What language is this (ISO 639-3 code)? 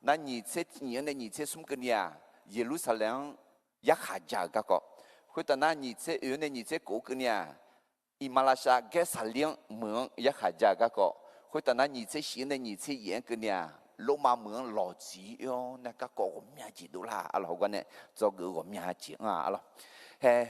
ahk